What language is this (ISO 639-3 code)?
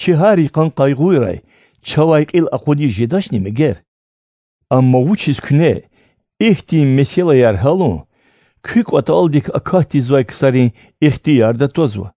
lez